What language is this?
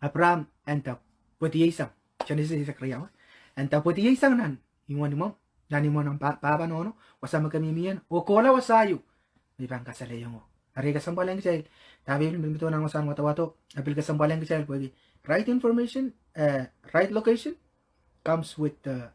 Pohnpeian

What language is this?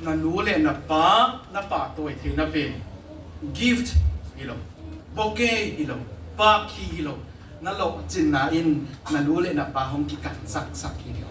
Tedim Chin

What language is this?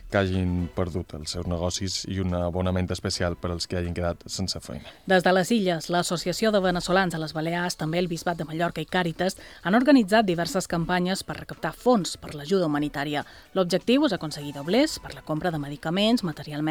Catalan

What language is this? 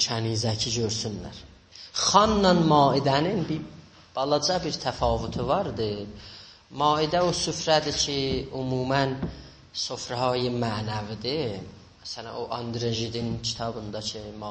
South Azerbaijani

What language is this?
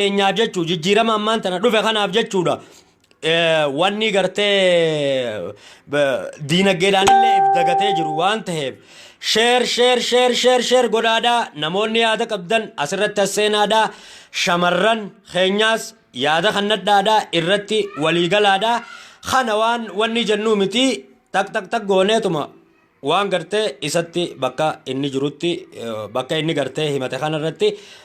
Oromo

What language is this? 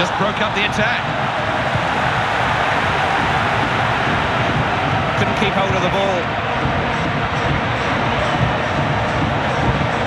English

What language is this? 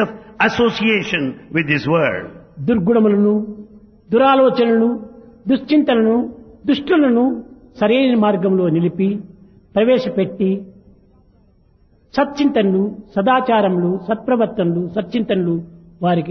Telugu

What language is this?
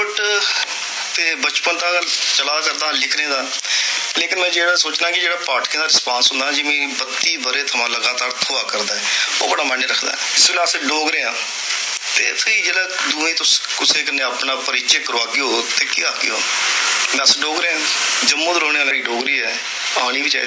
Dogri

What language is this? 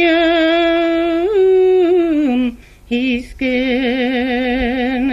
Bashkir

